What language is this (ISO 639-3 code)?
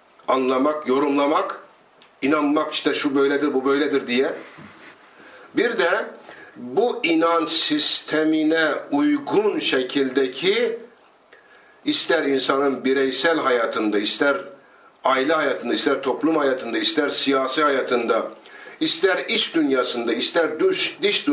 tur